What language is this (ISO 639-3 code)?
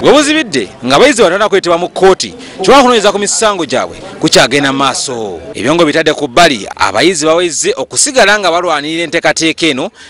lug